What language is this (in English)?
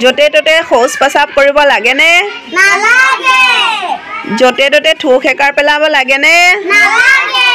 Assamese